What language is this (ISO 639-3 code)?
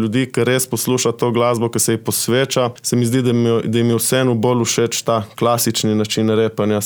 slv